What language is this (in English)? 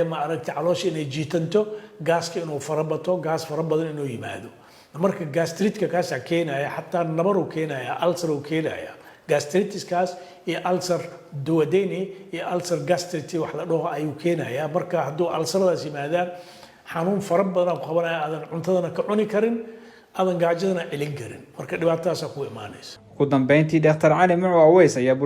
Somali